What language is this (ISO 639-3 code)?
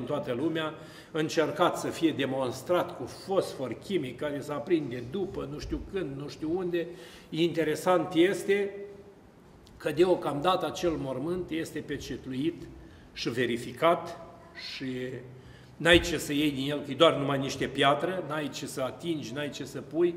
ron